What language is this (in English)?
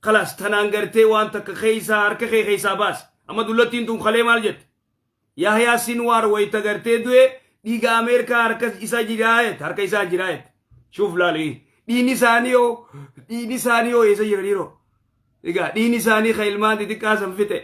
Oromo